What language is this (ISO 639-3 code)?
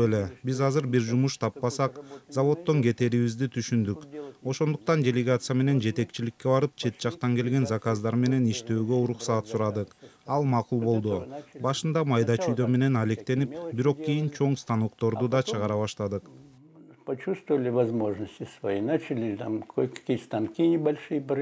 kir